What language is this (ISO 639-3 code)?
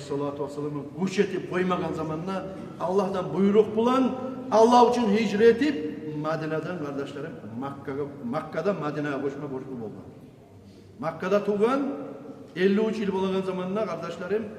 kum